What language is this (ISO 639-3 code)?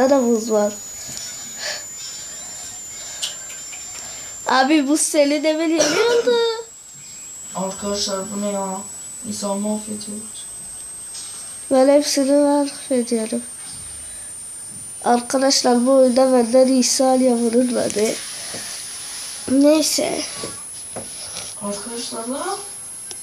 tur